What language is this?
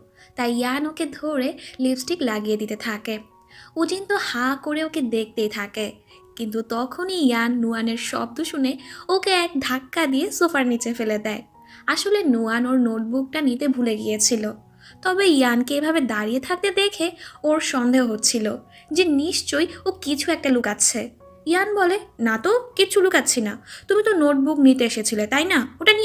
Bangla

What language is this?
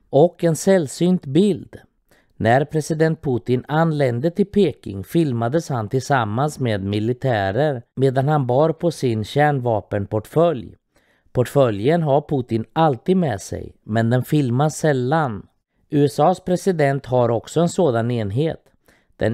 Swedish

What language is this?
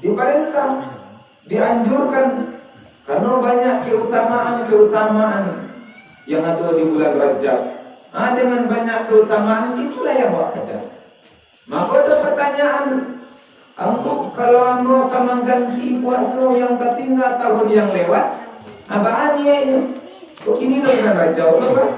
Minangkabau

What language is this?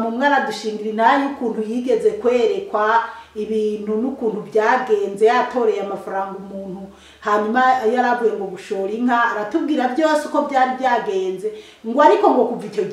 Rundi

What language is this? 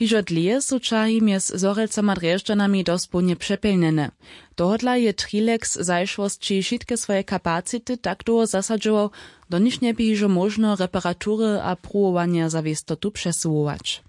Upper Sorbian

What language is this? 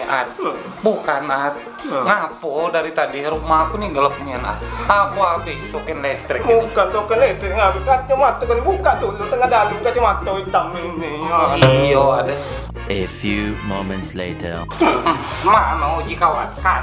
Musi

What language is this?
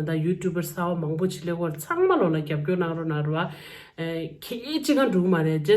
Tibetan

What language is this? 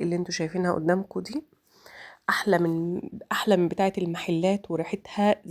Egyptian Arabic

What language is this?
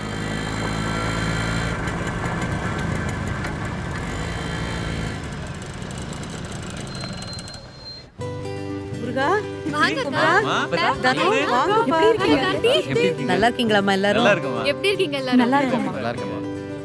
Tamil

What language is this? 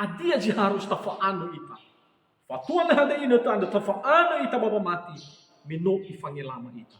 Nias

